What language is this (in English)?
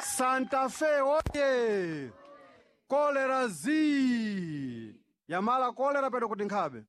Sena